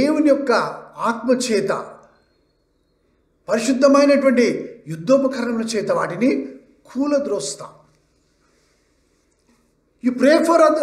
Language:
Telugu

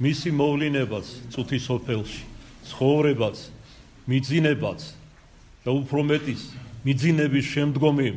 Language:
Georgian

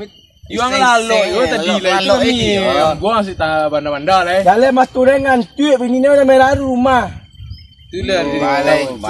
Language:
Minangkabau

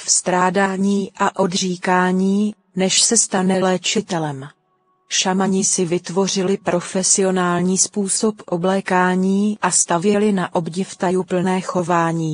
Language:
Czech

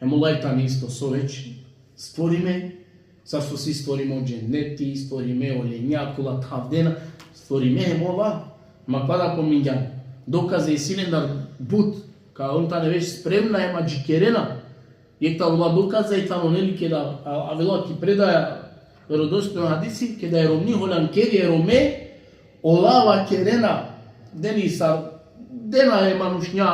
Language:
Balkan Romani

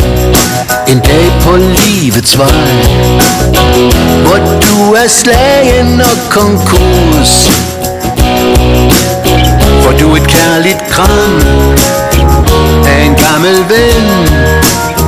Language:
Danish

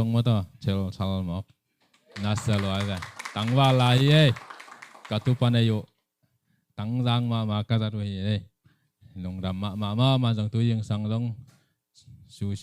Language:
Tedim Chin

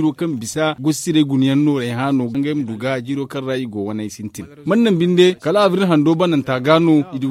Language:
Zarma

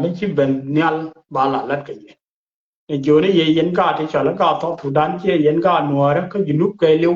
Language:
Nuer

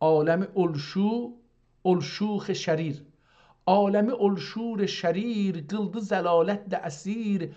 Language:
South Azerbaijani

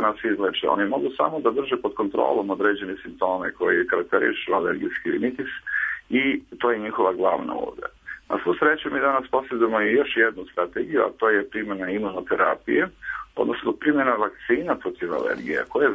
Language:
Serbian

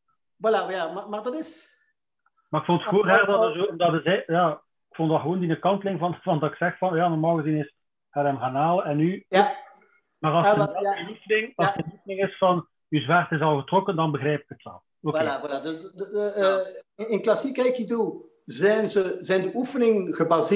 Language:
Dutch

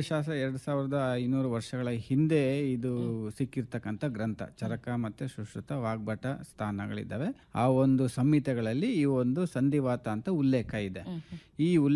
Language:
Kannada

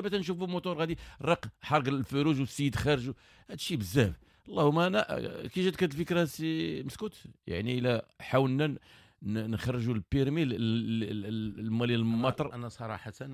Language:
Moroccan Arabic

